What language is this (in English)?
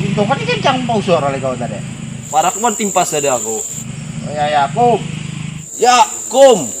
Banjar